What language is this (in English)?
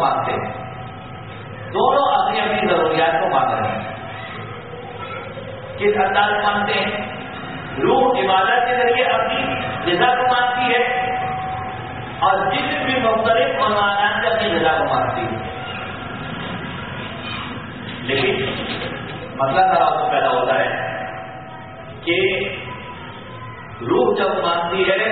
Urdu